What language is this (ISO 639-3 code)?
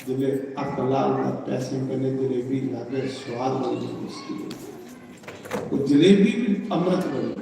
doi